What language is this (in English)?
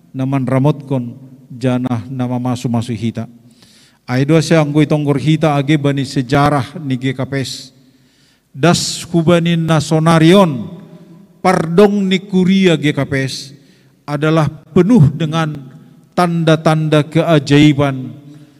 Batak Simalungun